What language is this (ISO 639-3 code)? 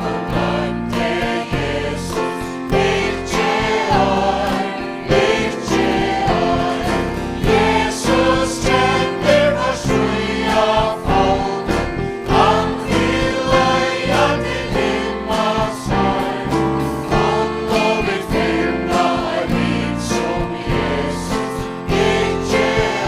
fao